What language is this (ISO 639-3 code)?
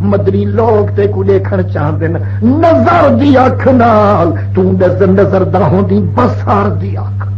skr